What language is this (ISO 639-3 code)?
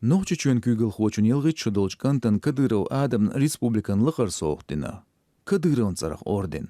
che